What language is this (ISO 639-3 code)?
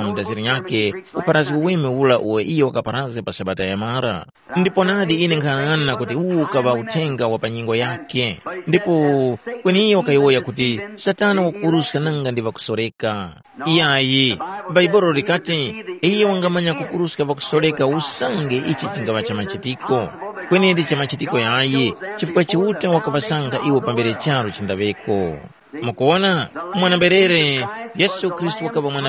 tum